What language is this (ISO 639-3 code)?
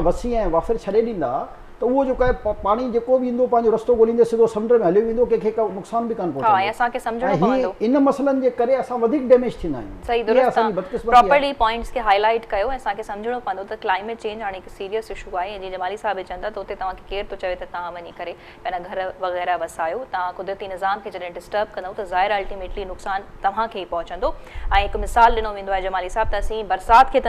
snd